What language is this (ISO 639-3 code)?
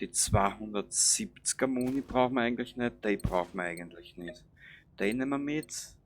bar